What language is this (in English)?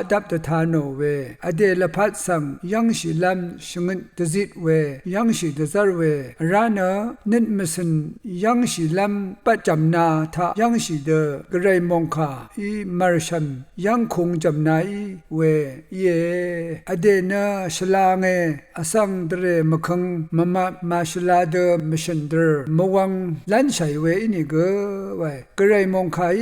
Rawang